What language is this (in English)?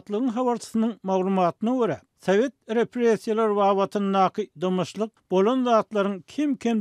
Turkmen